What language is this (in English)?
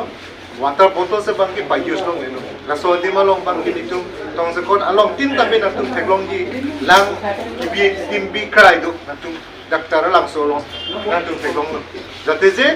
Karbi